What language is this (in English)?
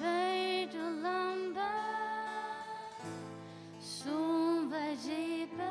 Faroese